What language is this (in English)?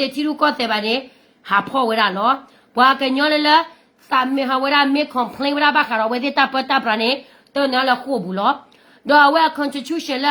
S'gaw Karen